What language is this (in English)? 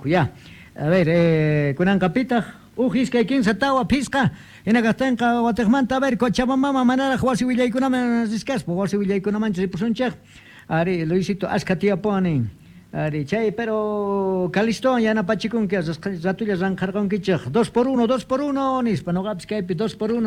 South Bolivian Quechua